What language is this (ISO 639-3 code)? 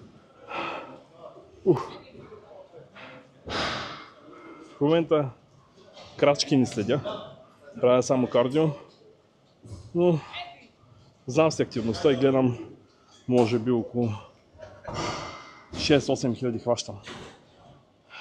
bul